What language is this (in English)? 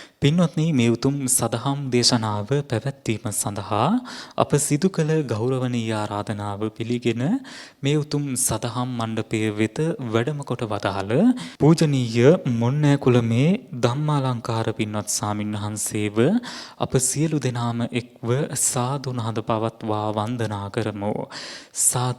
Sinhala